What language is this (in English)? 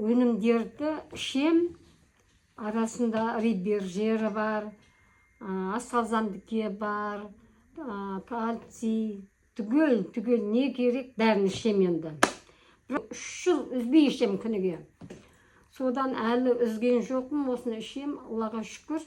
Kazakh